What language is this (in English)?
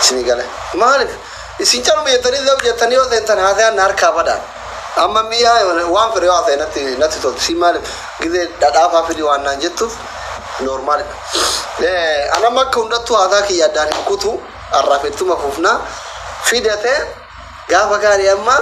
Oromo